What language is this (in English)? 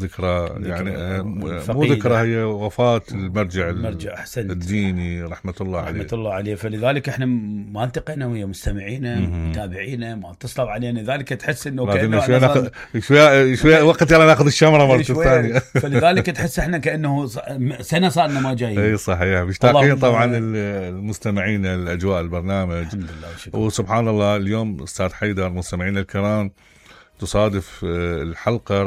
Mesopotamian Arabic